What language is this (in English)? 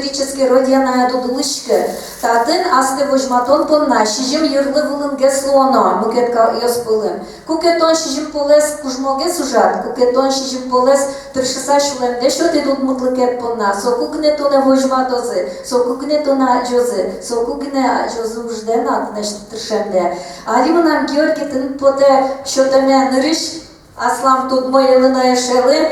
Udmurt